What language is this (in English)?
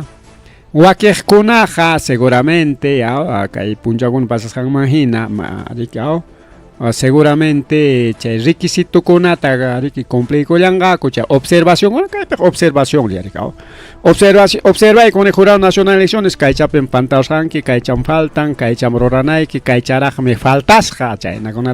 Ayacucho Quechua